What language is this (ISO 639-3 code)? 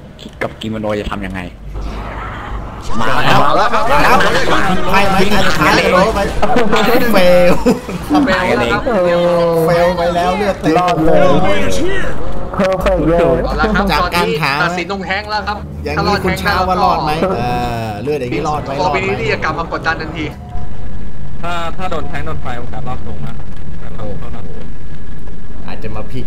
tha